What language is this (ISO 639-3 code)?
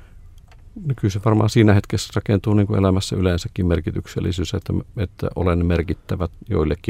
fin